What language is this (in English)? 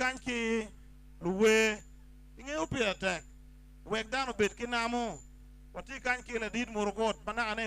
Acoli